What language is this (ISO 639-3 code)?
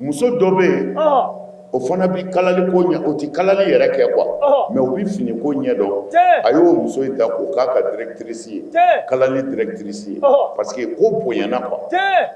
bam